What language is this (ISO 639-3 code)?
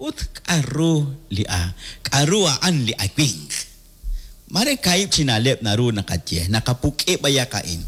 kek